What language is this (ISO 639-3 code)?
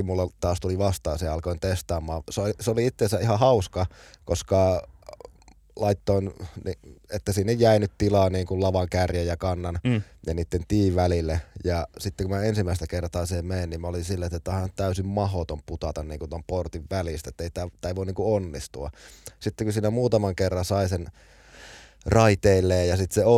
fin